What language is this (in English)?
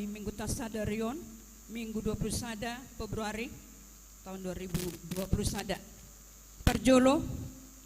Batak Toba